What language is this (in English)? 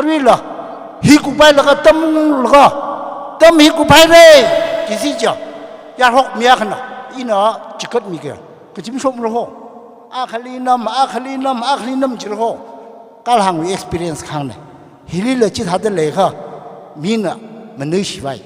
Tangkhul Naga (India)